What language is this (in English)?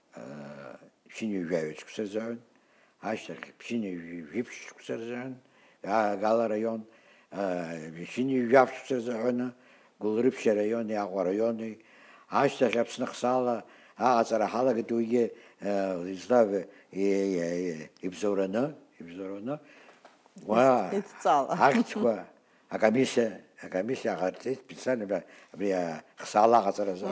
Abkhazian